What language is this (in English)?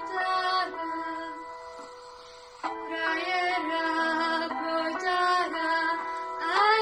Slovak